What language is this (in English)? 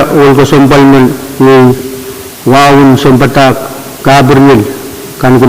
Pohnpeian